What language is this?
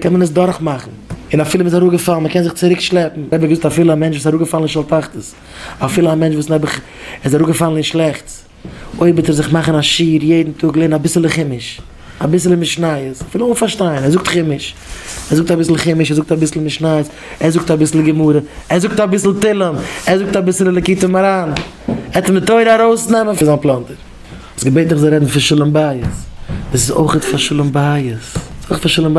Yiddish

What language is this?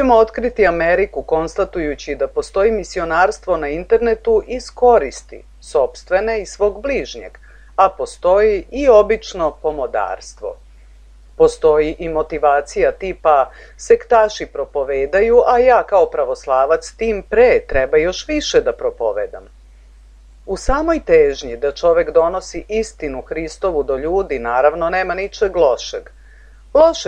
Serbian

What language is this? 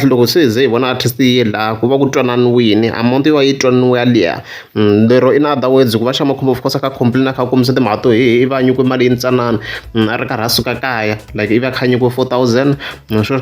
Tsonga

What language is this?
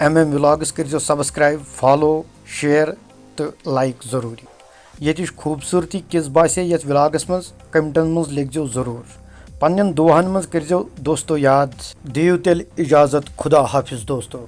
Kashmiri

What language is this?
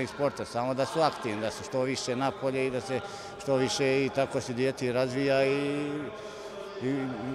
Bosnian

